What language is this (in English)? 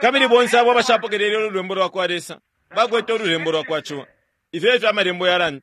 Bemba